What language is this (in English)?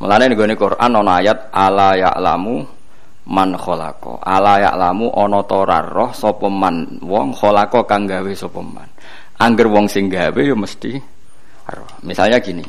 Javanese